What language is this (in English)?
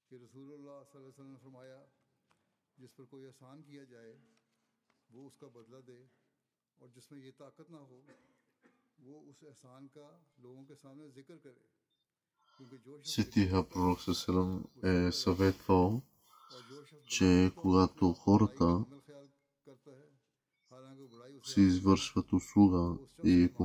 Bulgarian